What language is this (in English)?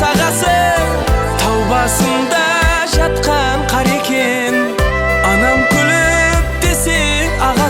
Kara-Kalpak